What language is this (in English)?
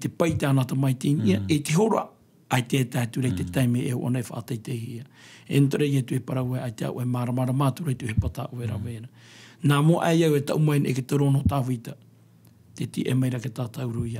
Tahitian